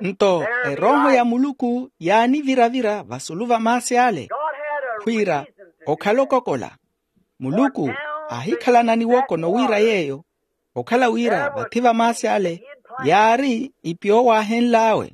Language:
Makhuwa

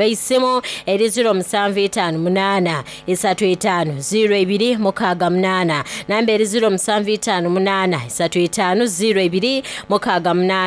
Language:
Soga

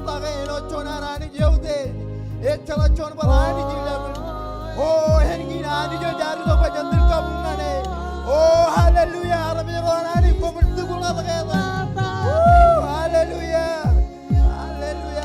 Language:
Marshallese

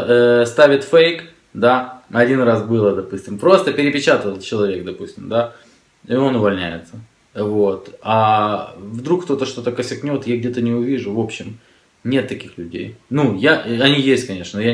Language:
Russian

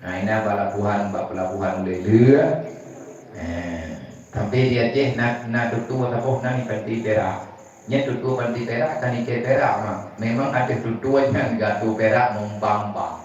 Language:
Achinese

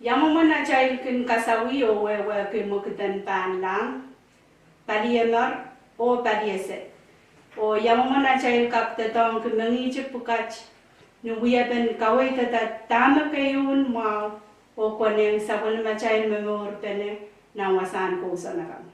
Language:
Pohnpeian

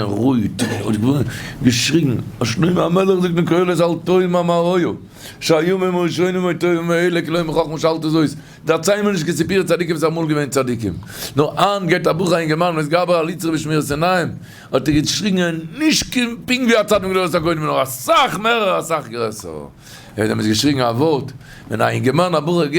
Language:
Yiddish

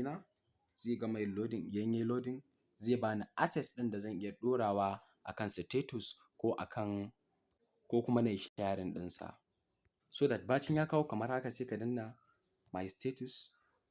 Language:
Hausa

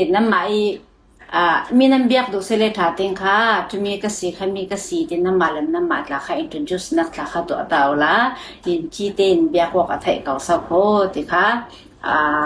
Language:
Falam Chin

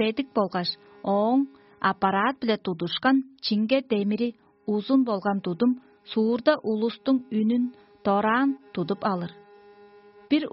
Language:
Tuvinian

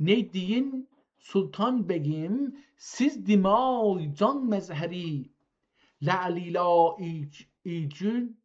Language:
South Azerbaijani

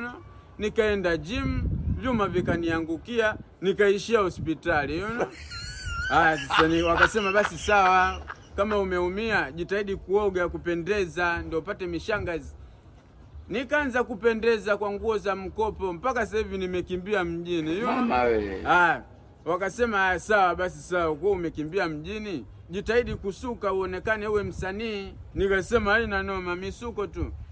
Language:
Swahili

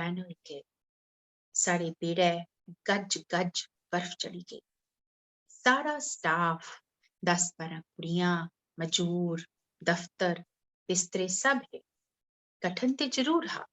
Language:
Dogri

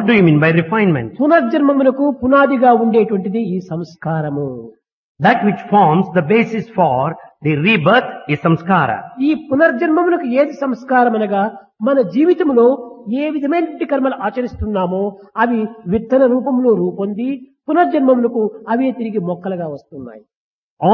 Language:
Telugu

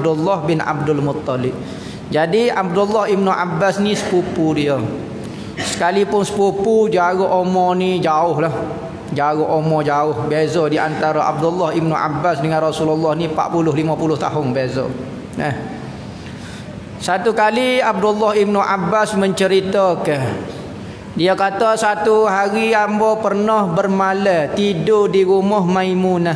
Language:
Malay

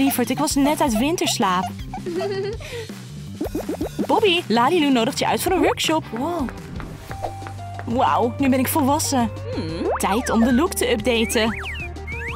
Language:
Dutch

